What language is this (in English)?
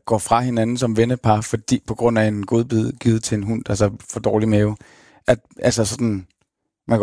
Danish